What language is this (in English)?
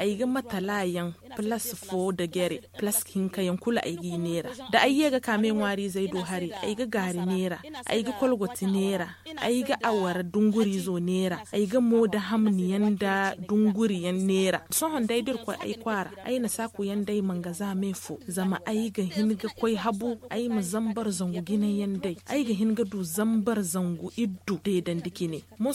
Zarma